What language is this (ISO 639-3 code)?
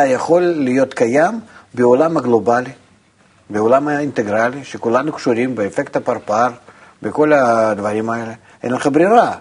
heb